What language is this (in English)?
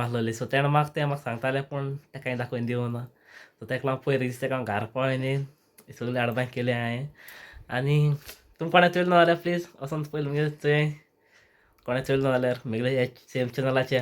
Konkani